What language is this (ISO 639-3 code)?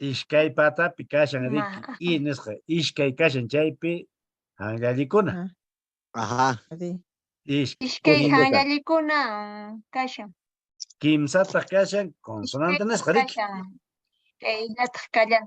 que